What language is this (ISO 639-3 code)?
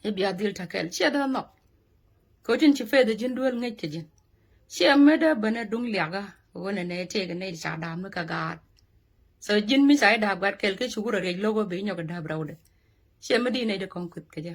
nus